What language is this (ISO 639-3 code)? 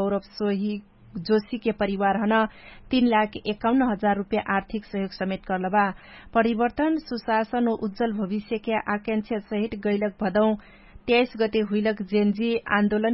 thl